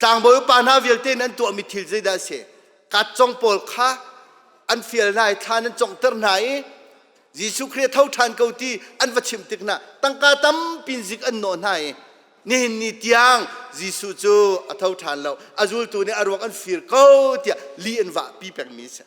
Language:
Hakha Chin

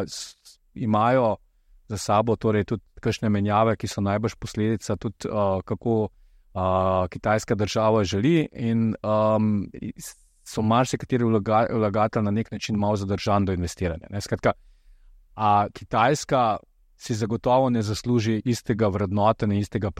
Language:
Slovenian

